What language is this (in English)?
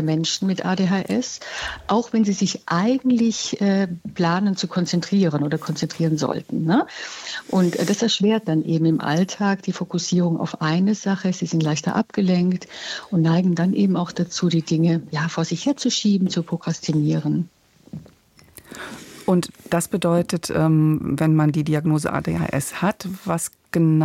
German